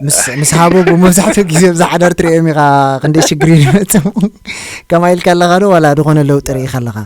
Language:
Tigrinya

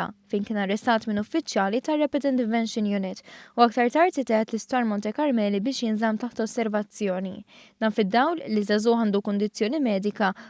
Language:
Maltese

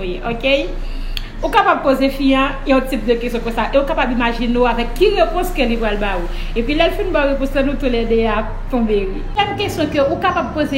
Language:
Haitian Creole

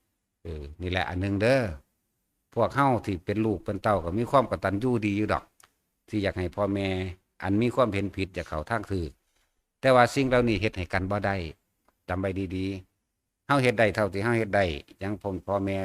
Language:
Northeastern Thai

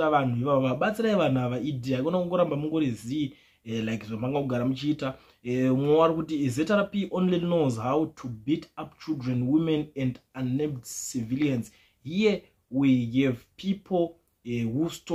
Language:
Shona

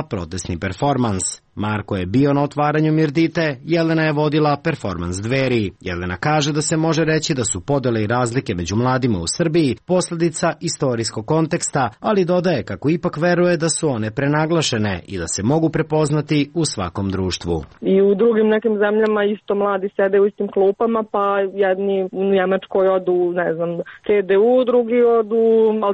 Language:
Serbian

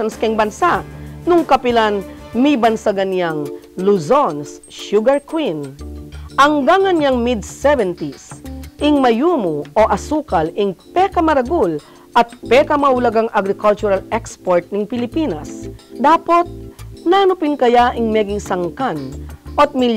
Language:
Pampanga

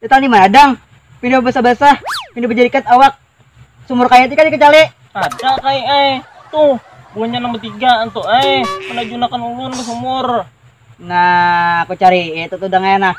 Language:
Banjar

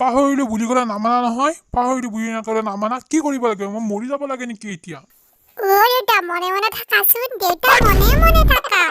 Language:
Assamese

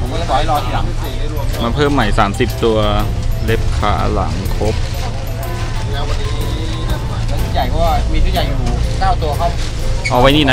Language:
Thai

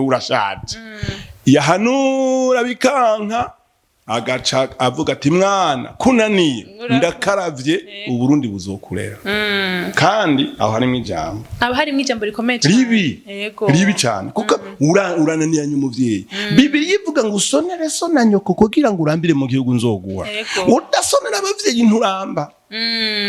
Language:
Rundi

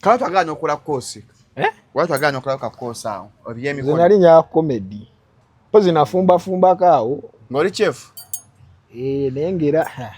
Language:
Ganda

